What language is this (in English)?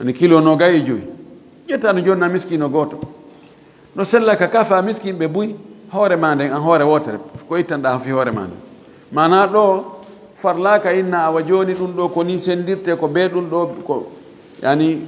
Fula